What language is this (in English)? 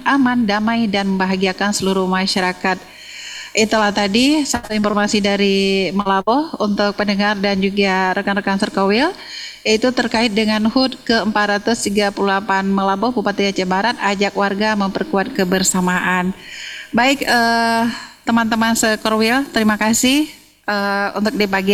Indonesian